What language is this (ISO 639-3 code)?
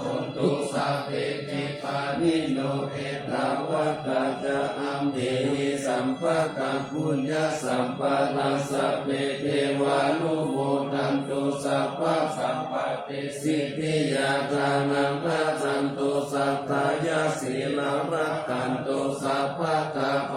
pli